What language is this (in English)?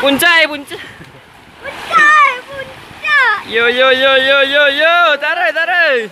Minangkabau